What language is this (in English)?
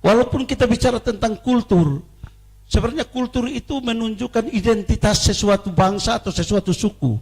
Tetum